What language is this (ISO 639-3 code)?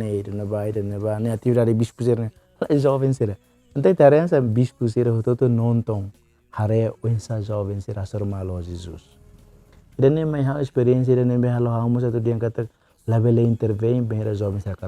tet